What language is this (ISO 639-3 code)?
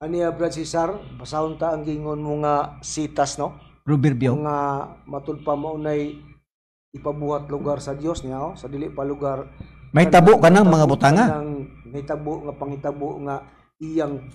ceb